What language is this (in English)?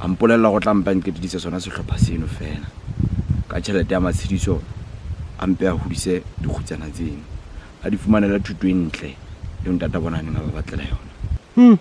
Southern Sotho